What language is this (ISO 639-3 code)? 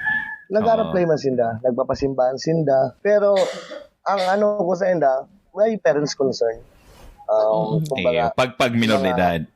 bik